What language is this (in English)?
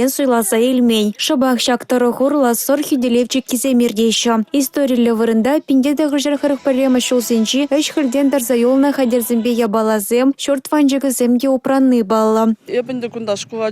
Chuvash